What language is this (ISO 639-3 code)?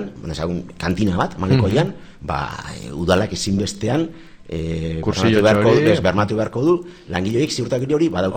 eus